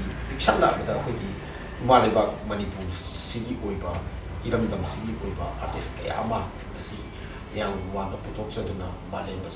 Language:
Manipuri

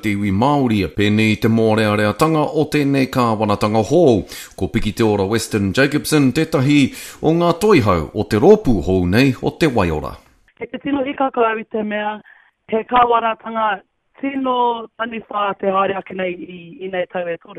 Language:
Māori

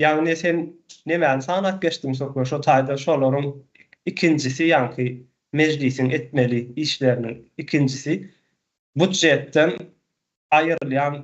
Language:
Turkmen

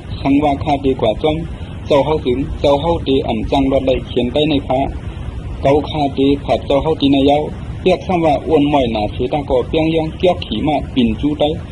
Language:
Shan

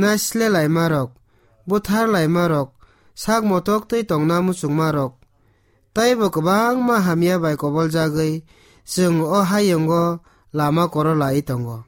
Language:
Kok Borok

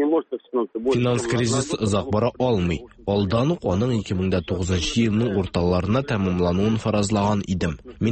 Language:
Tatar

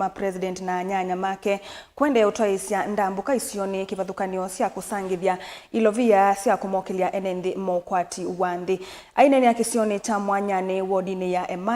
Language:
Kamba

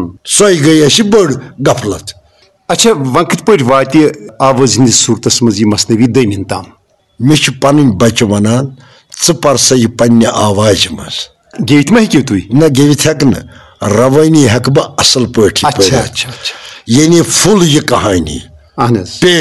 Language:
Kashmiri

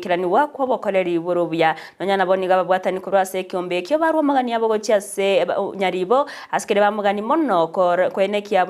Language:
Gusii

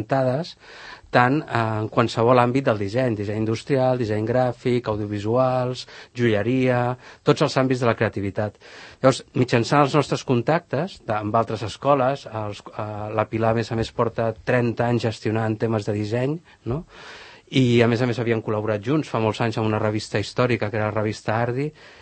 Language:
Catalan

